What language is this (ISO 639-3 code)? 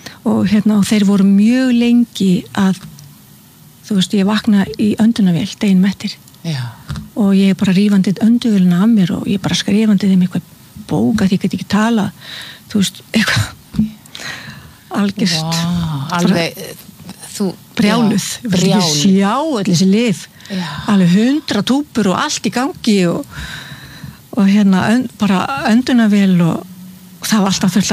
isl